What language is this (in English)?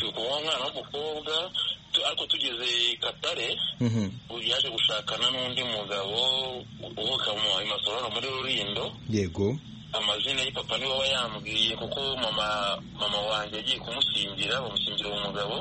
Kinyarwanda